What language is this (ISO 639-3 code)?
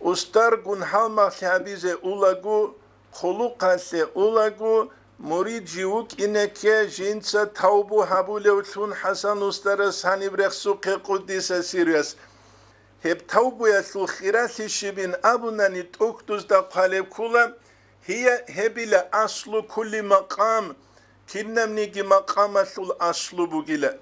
ava